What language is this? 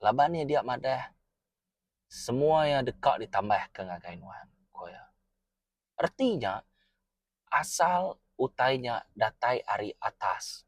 Iban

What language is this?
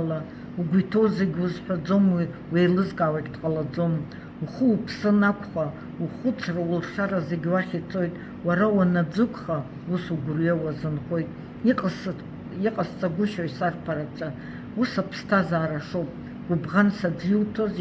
Abkhazian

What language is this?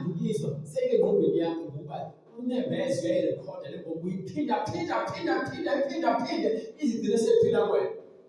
Zulu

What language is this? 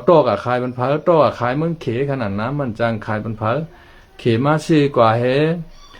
Shan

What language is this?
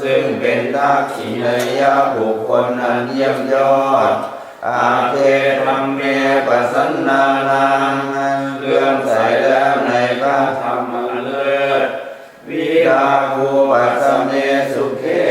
Pali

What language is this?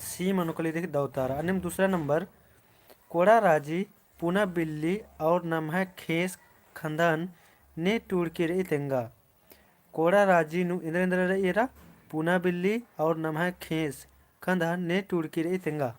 Kurukh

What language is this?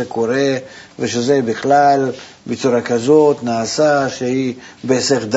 Hebrew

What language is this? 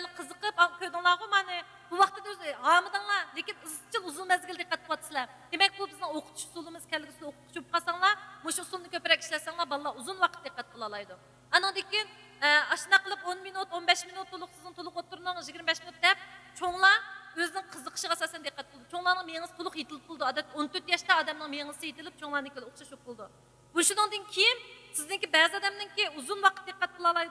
Uyghur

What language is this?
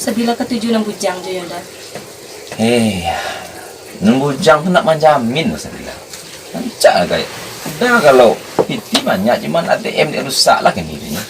Minangkabau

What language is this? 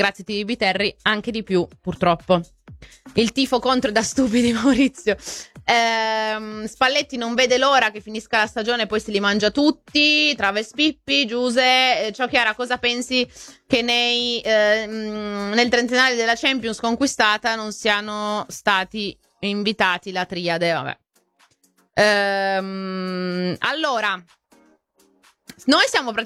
Italian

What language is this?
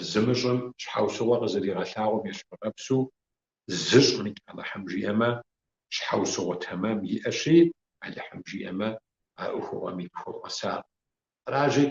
Kabardian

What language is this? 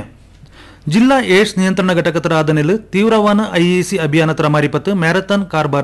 Kannada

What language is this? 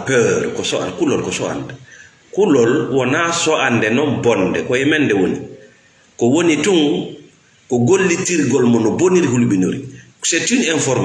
Fula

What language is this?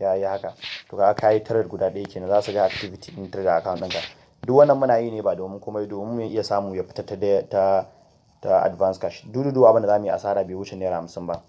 Hausa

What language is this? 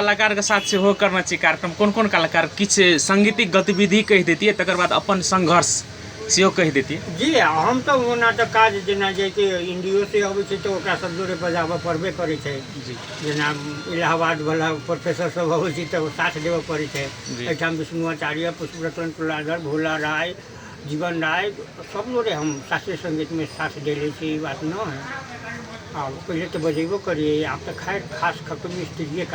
Maithili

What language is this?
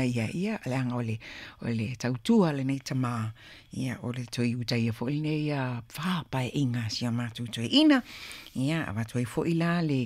Samoan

